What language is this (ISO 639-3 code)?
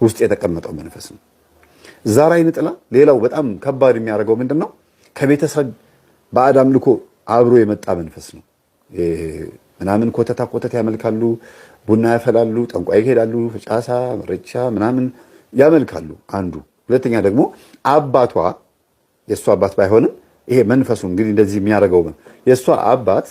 amh